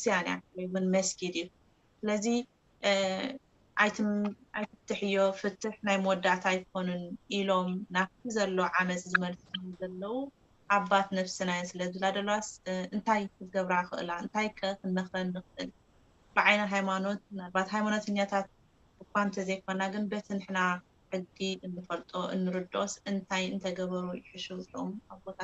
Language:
Tigrinya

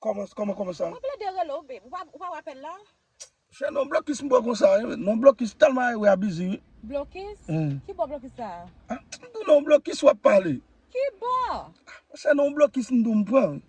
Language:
Haitian Creole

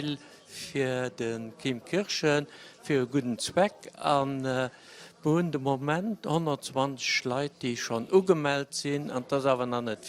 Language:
Luxembourgish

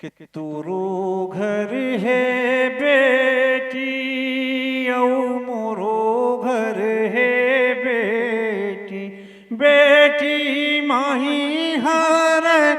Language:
Chhattisgarhi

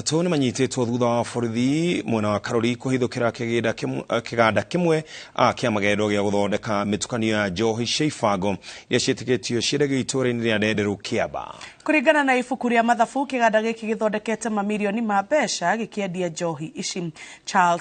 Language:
Kikuyu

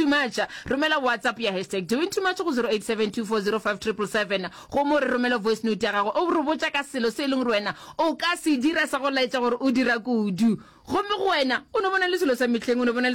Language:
Northern Sotho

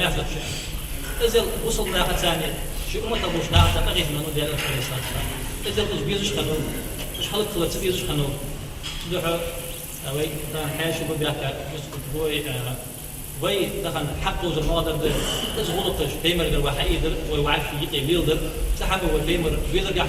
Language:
Ingush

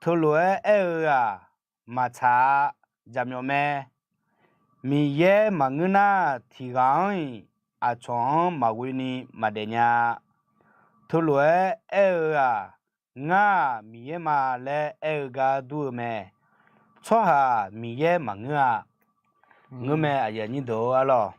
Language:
Akha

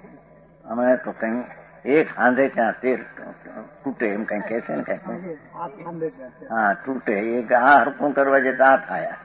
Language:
Gujarati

